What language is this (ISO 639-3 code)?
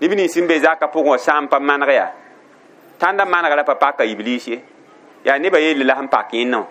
mos